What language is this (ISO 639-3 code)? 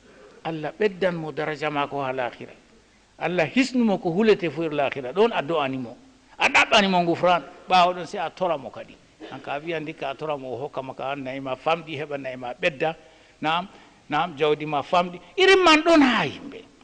ful